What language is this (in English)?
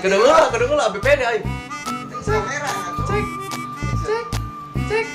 Betawi